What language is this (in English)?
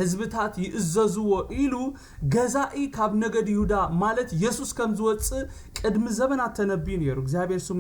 Tigrinya